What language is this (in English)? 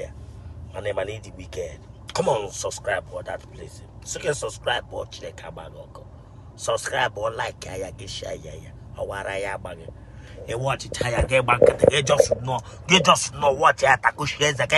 Igbo